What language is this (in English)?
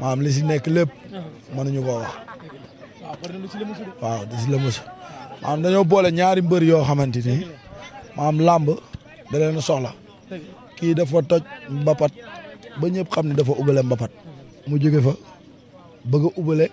Wolof